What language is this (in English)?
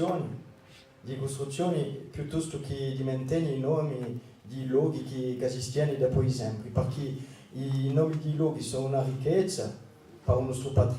Corsican